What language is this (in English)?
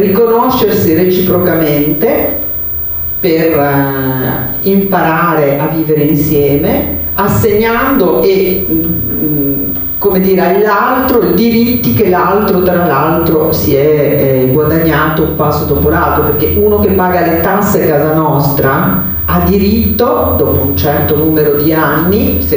Italian